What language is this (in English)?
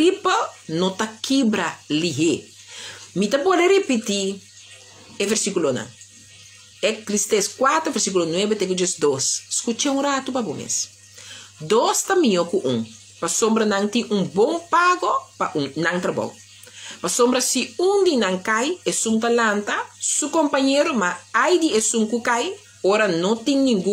Papiamento